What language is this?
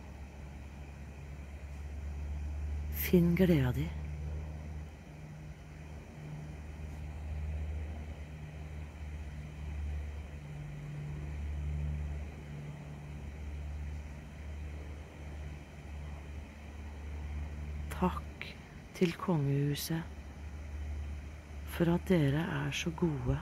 Norwegian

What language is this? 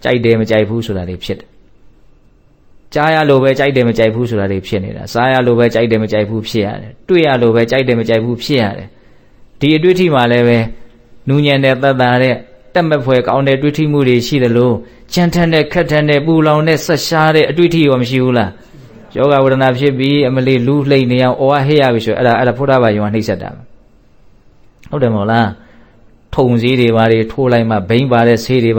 Burmese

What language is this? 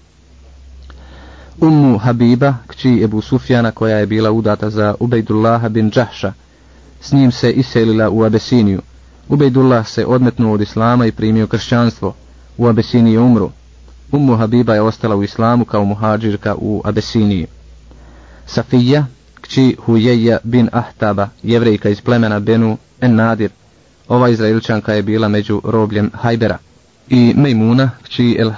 Bosnian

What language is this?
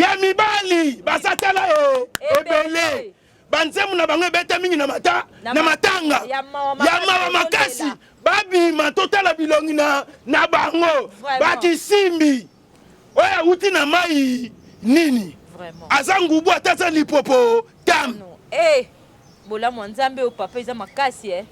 Lingala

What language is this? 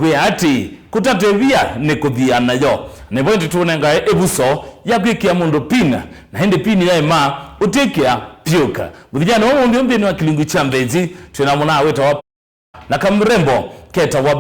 Kamba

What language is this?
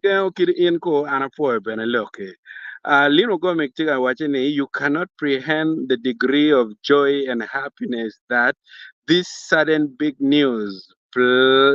Acoli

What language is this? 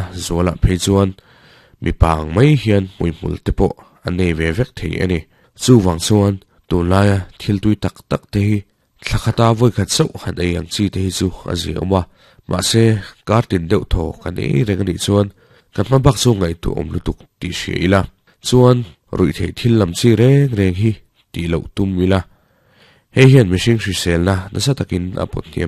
Mizo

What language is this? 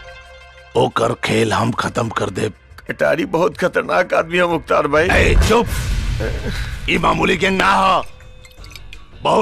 Bhojpuri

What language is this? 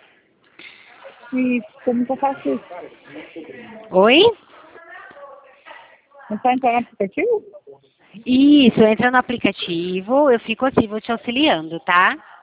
Portuguese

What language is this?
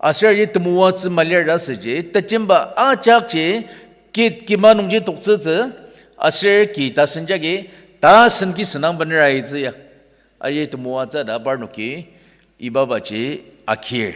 Ao Naga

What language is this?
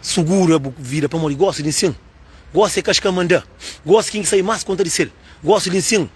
Kabuverdianu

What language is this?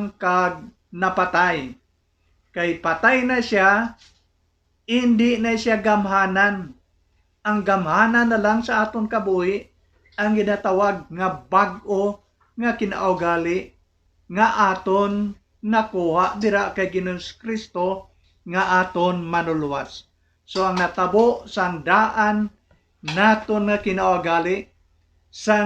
Hiligaynon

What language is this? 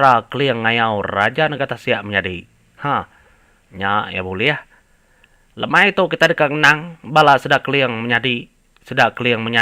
Iban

